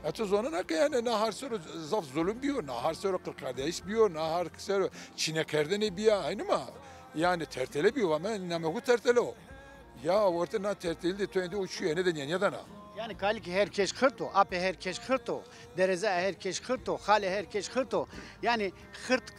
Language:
Zaza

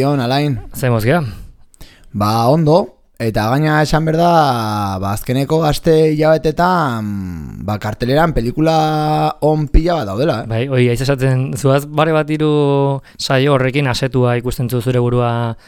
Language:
Basque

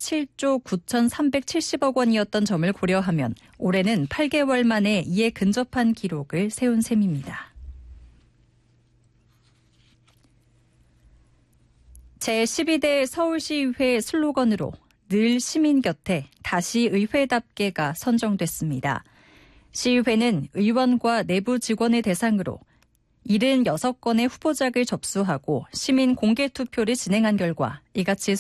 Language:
Korean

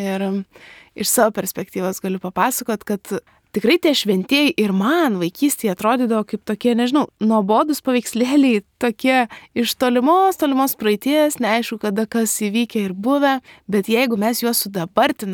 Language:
Lithuanian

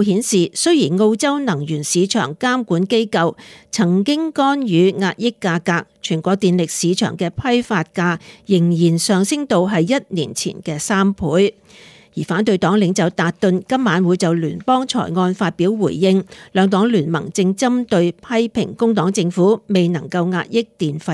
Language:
Cantonese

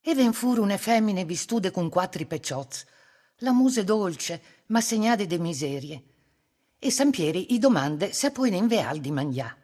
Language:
Friulian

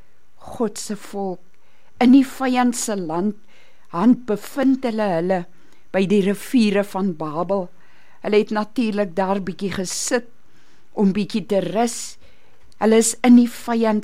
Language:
Afrikaans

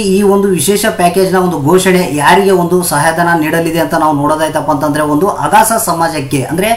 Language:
Kannada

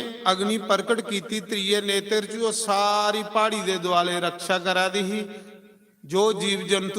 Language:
Dogri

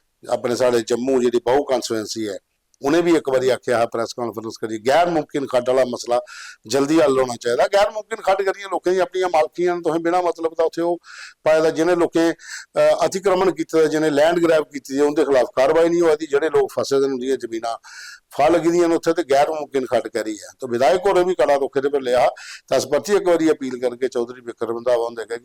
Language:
Dogri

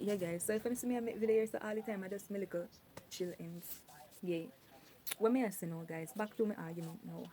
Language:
Jamaican Creole English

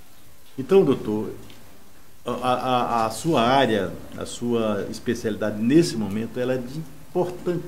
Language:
Portuguese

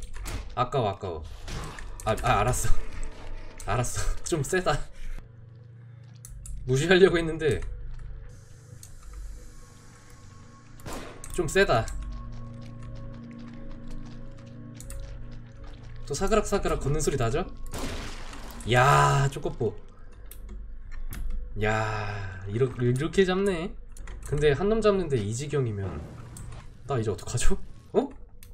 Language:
Korean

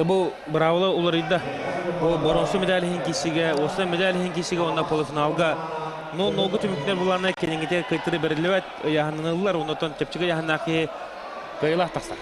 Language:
Yakut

